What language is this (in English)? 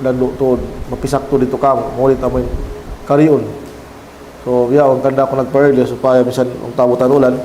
Tausug